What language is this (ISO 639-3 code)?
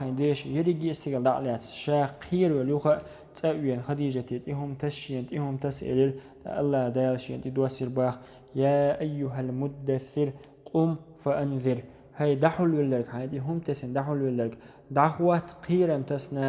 che